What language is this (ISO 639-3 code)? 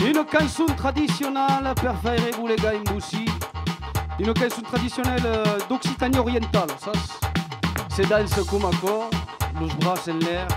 oci